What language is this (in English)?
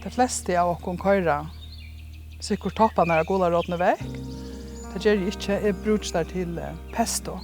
Faroese